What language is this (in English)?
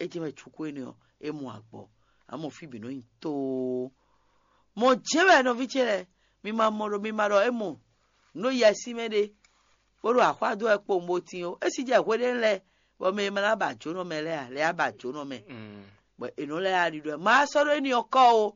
Fon